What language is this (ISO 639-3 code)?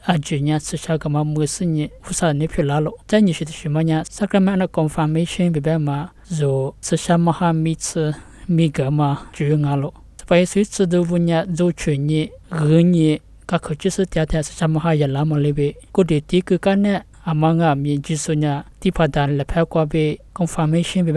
lis